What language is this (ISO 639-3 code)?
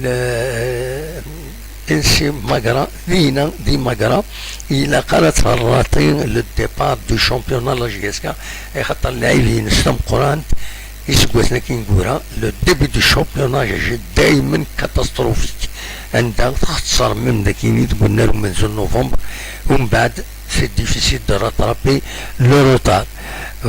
kab